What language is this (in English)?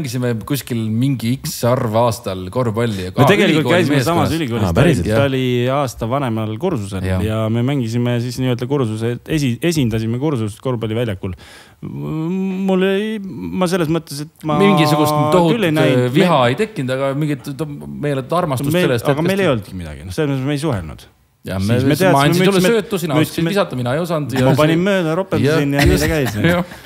Estonian